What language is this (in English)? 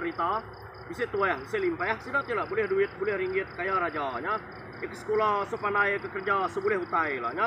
Iban